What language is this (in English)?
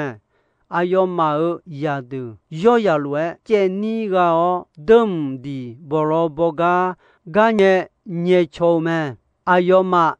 Akha